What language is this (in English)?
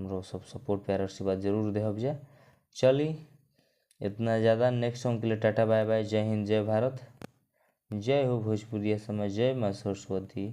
Bhojpuri